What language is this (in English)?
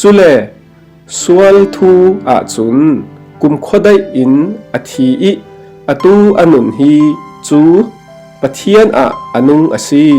Falam Chin